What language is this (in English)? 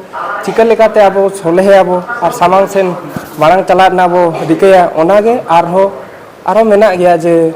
Santali